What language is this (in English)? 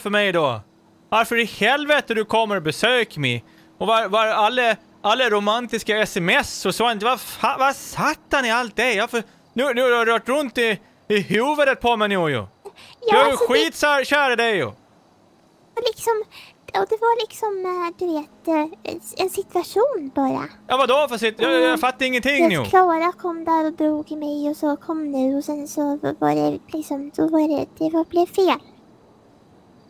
Swedish